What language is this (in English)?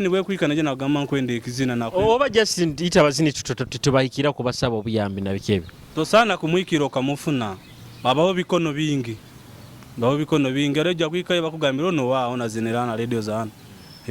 Nyoro